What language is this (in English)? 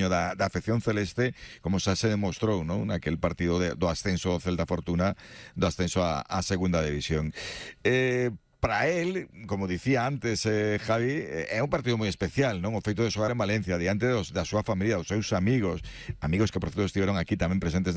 Galician